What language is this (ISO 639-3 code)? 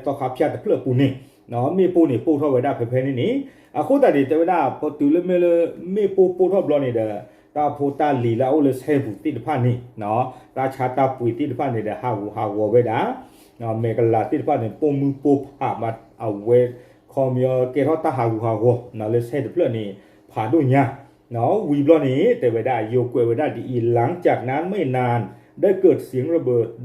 ksw